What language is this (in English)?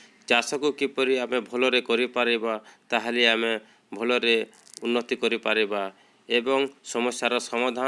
Odia